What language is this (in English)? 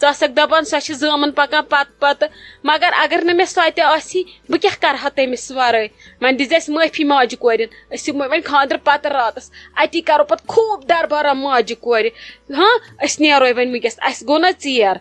Kashmiri